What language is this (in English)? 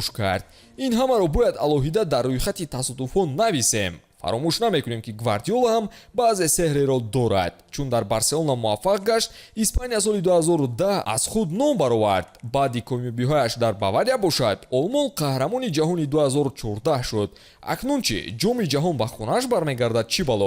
Tajik